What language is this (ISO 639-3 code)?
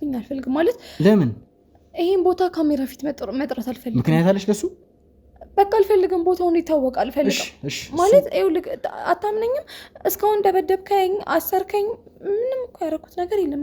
amh